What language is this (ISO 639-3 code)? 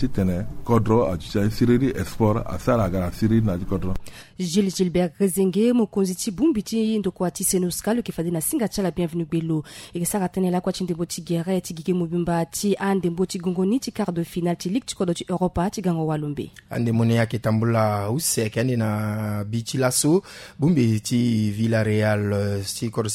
sag